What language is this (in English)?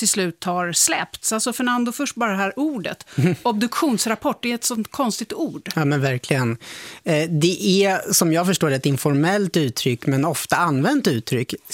Swedish